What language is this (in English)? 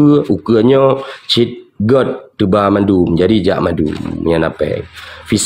Achinese